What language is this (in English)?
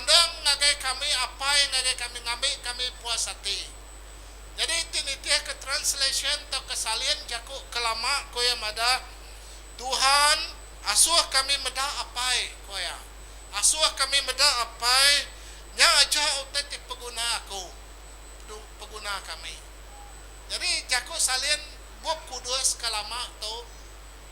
Iban